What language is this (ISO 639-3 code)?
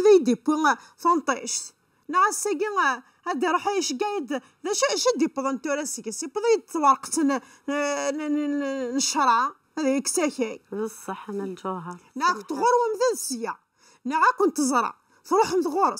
kab